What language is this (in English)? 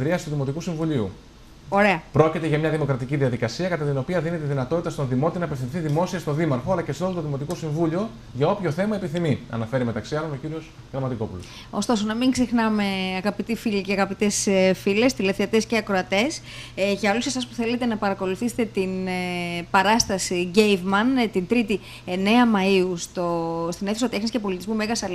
Greek